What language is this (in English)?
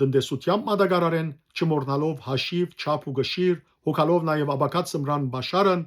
Western Armenian